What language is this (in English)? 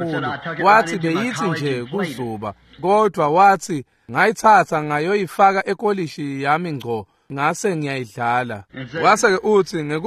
Swati